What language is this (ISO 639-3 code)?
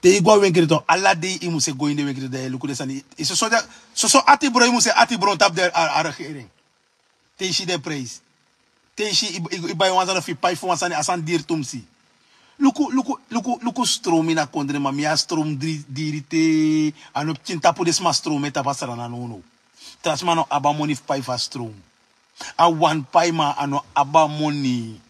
srn